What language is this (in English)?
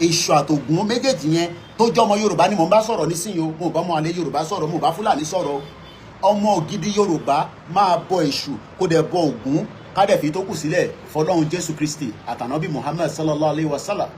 Yoruba